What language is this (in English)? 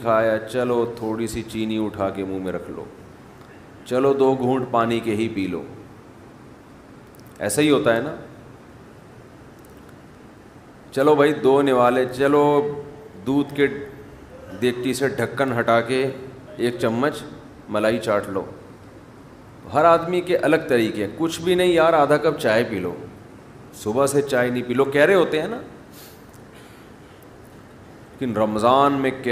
Urdu